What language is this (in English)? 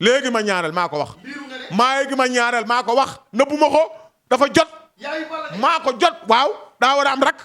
Wolof